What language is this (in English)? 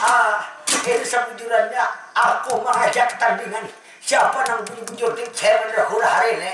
Banjar